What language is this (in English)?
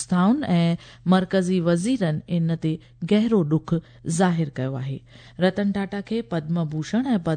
Sindhi